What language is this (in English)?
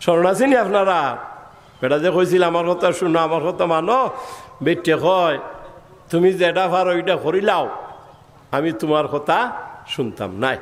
Sylheti